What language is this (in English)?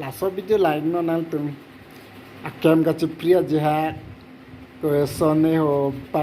Karbi